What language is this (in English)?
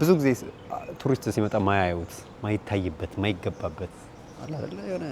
Amharic